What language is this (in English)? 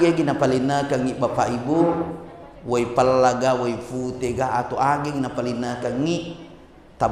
Buginese